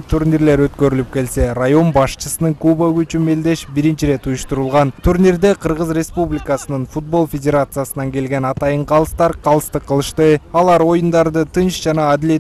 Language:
Kyrgyz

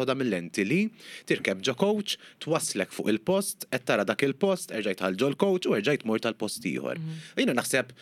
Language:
Maltese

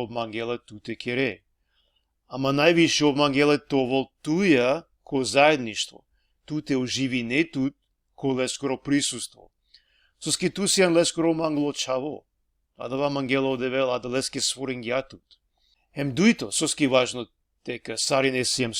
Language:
Balkan Romani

